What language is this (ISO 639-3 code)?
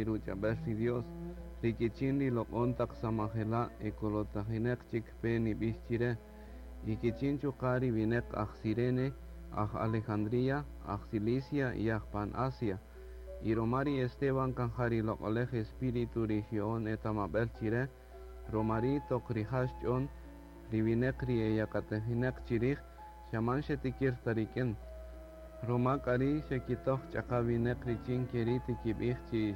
cak